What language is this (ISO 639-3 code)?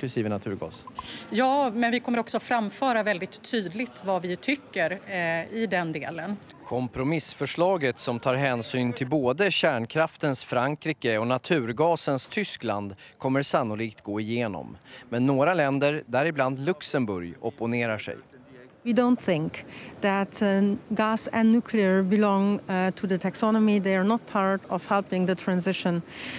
swe